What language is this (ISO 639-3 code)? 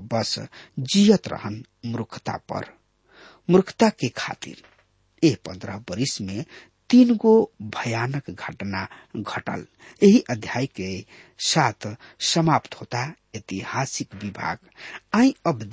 bho